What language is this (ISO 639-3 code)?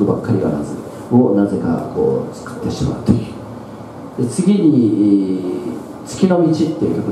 jpn